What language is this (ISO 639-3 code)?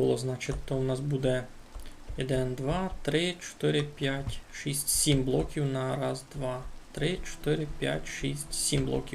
rue